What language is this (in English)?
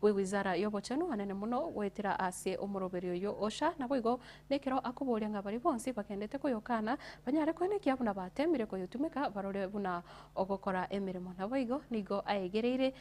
Gusii